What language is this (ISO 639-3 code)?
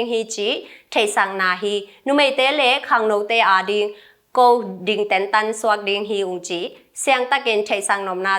ctd